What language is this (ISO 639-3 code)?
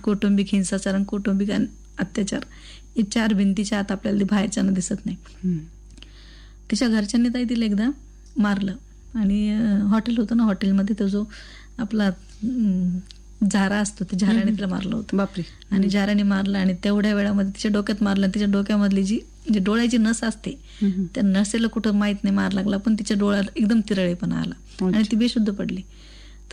mar